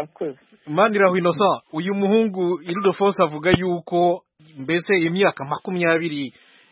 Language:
Kinyarwanda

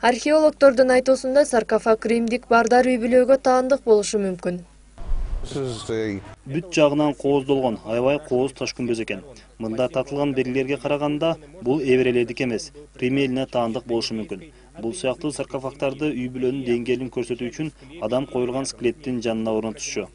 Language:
Kyrgyz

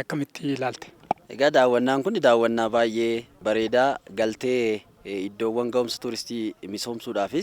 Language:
Oromo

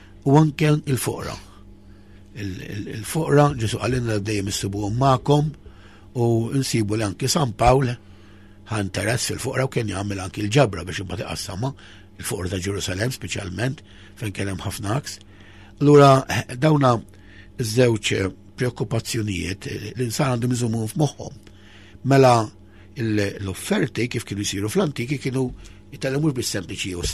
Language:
Maltese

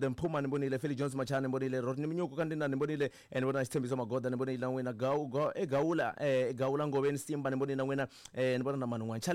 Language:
Tsonga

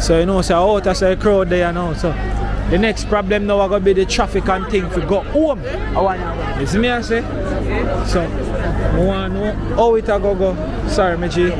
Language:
Jamaican Creole English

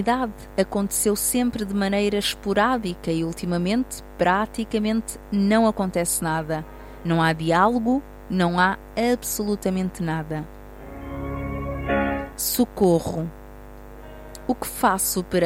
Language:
Portuguese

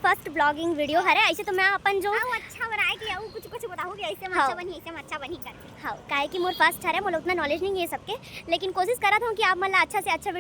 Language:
Chhattisgarhi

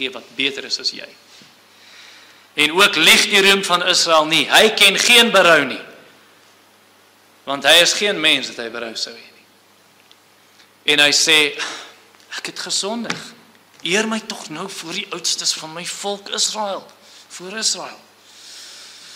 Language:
Afrikaans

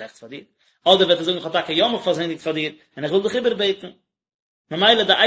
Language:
Yiddish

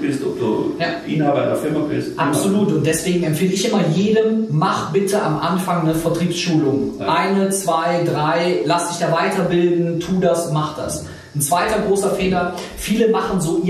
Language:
German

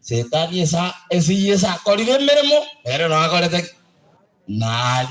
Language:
Gusii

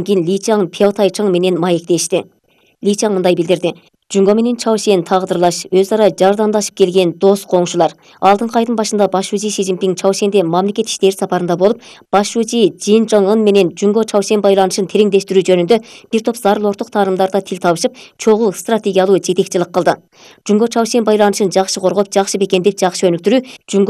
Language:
Kyrgyz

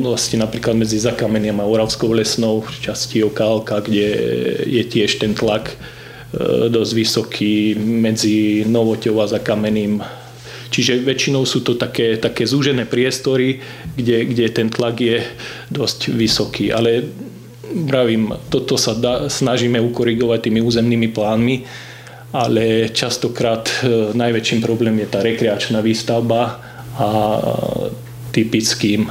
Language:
Slovak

